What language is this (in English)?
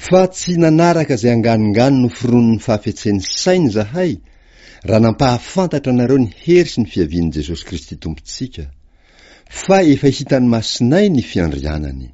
Malagasy